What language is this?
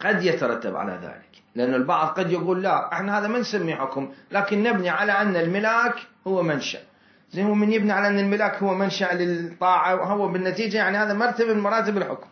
Mesopotamian Arabic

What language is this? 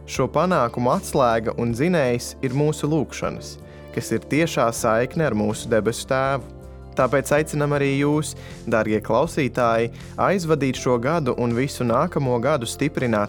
Latvian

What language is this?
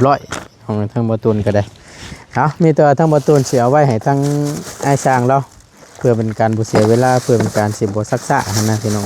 Lao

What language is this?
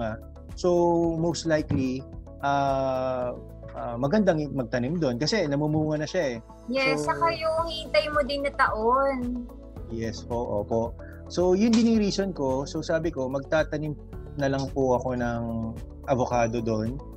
Filipino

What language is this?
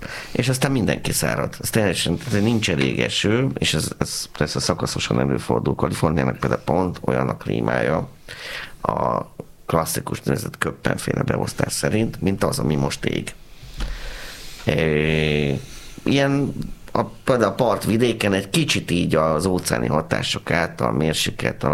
Hungarian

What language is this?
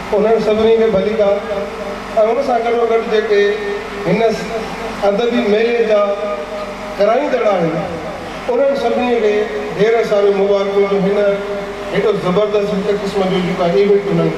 Sindhi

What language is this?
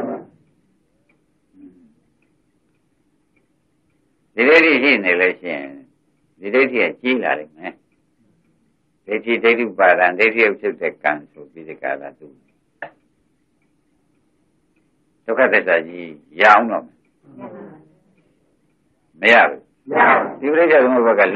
Burmese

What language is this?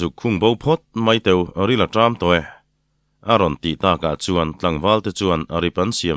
Mizo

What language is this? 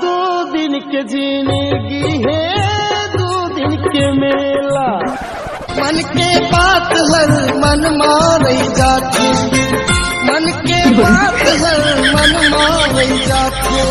Chhattisgarhi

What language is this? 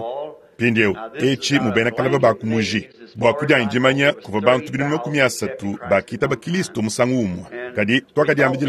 Luba-Lulua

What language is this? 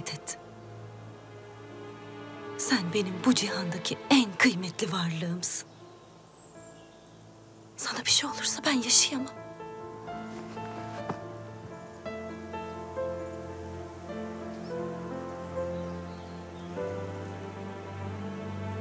Turkish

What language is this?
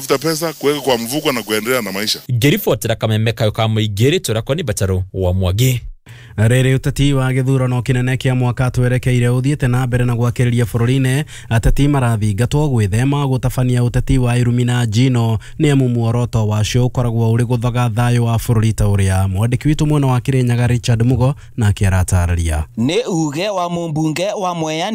Kikuyu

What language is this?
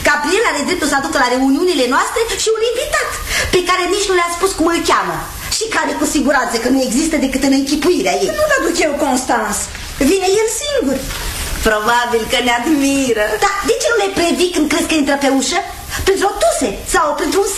Romanian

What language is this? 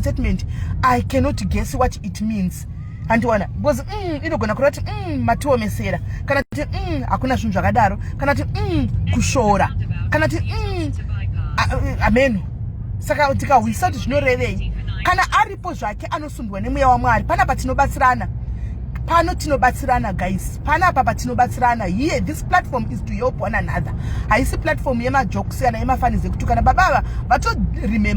Shona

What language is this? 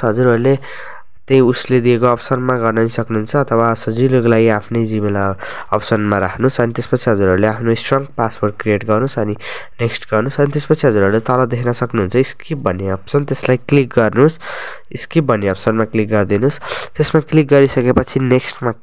Nepali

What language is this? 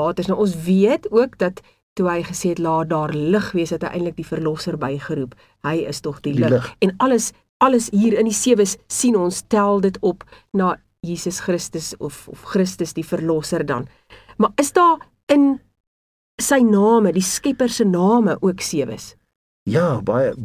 Afrikaans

